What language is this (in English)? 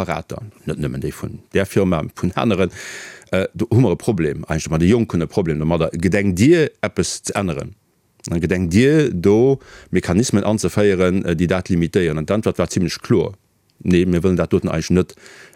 Luxembourgish